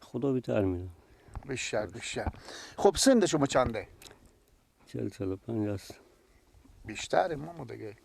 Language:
Persian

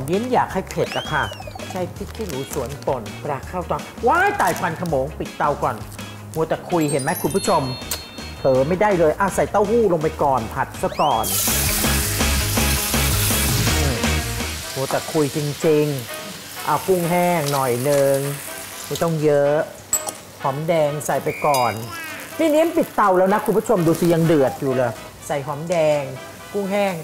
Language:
Thai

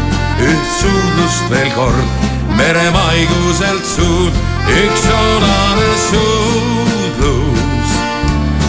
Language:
Estonian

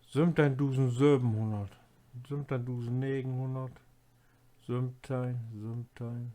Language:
Low German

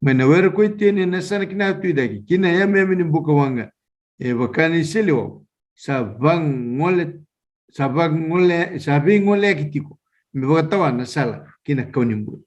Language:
Fijian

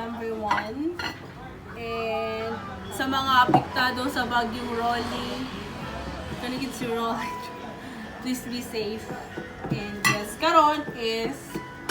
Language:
Cebuano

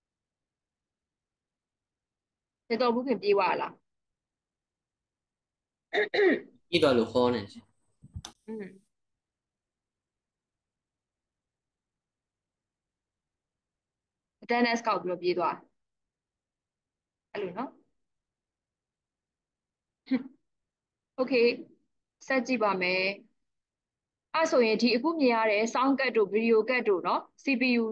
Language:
Burmese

